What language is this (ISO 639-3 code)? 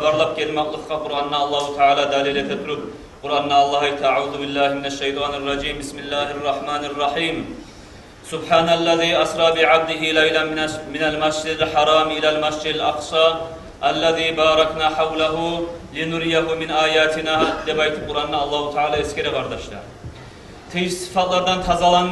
kum